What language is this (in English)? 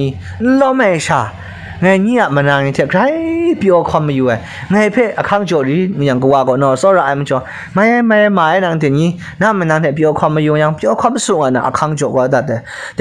Kachin